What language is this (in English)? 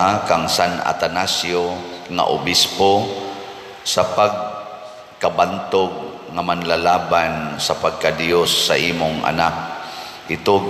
Cebuano